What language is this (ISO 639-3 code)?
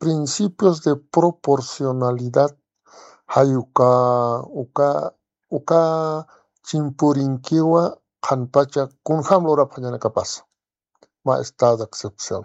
aym